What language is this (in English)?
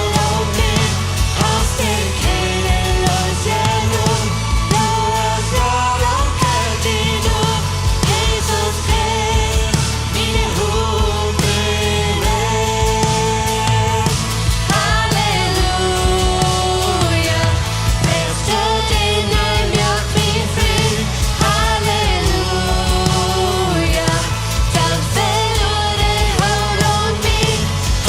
Plautdietsch